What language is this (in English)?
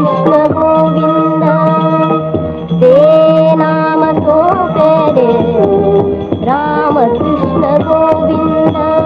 Marathi